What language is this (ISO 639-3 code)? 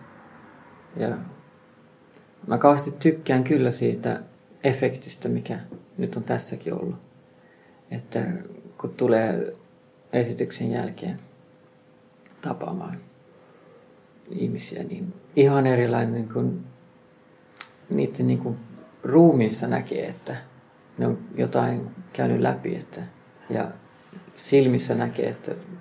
fin